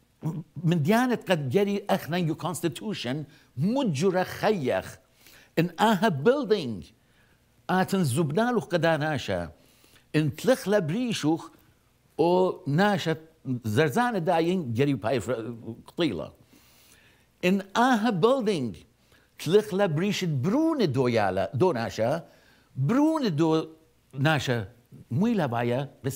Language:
Assyrian Neo-Aramaic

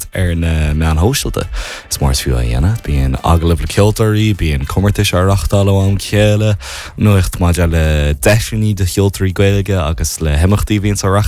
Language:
Irish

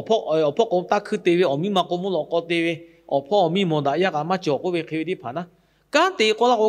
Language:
Lahu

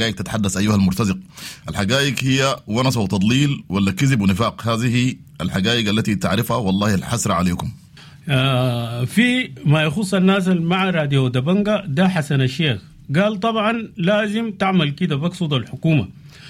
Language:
Sudanese Arabic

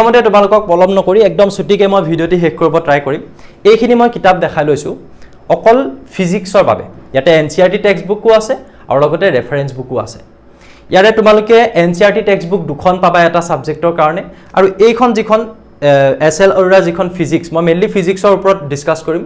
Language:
Assamese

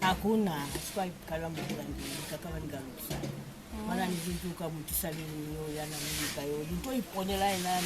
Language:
Lozi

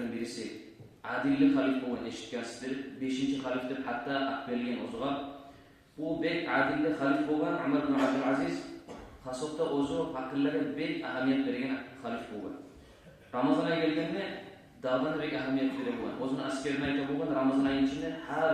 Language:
Kumyk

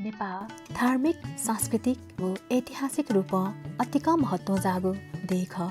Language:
Newari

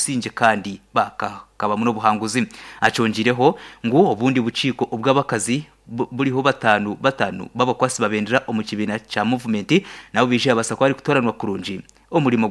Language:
Nyankole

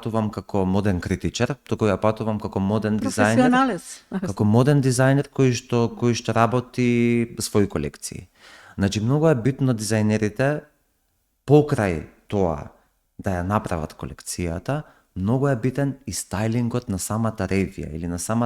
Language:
Macedonian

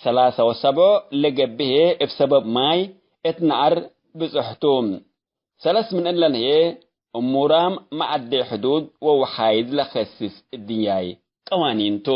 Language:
Tigre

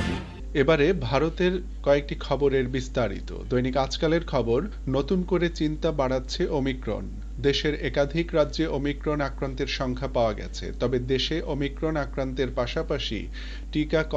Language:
Bangla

